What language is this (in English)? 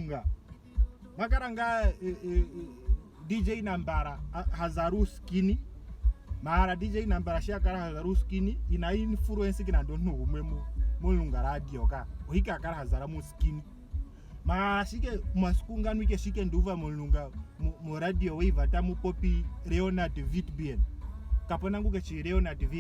Ndonga